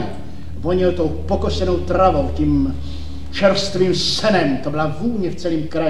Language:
Czech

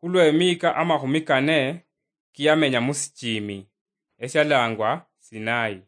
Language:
Luyia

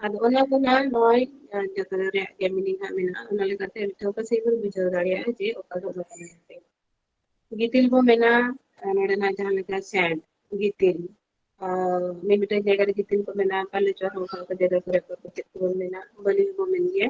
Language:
Santali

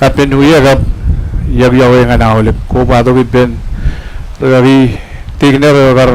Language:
Marshallese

